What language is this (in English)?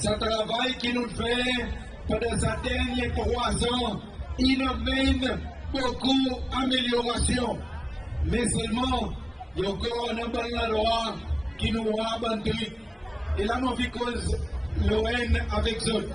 Seselwa Creole French